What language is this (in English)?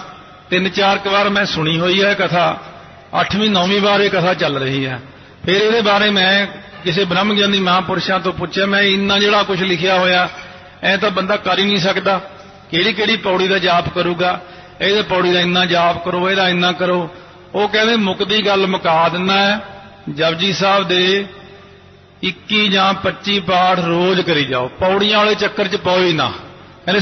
Punjabi